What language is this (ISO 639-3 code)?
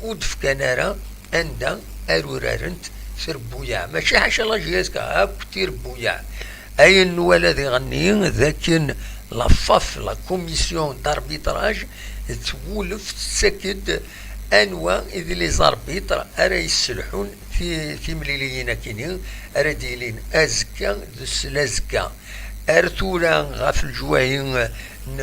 kab